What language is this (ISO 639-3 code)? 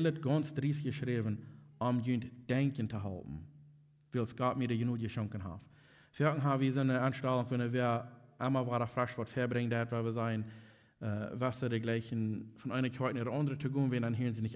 pdt